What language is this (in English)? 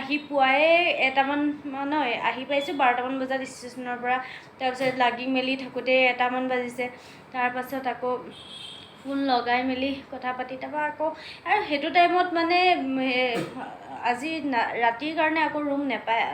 Assamese